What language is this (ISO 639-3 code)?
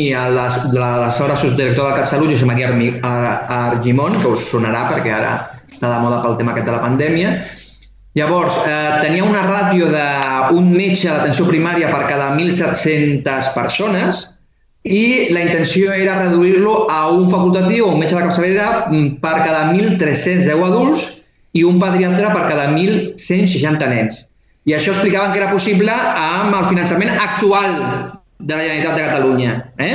cat